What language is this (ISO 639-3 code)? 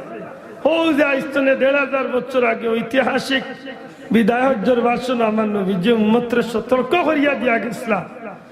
syl